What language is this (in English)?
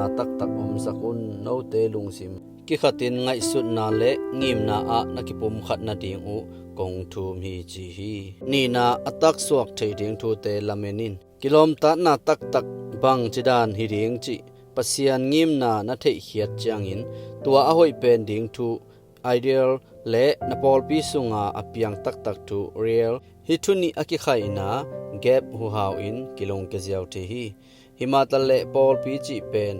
Tedim Chin